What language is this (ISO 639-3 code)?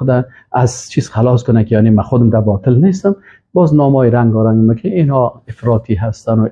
fas